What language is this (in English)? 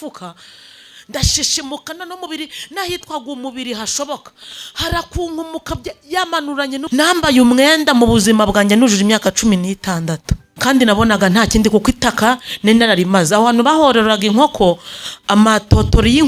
Kinyarwanda